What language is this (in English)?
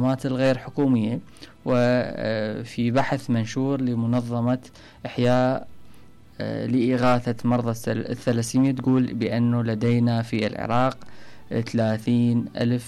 Mesopotamian Arabic